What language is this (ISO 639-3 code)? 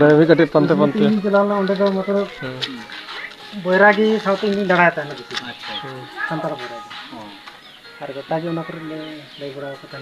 sat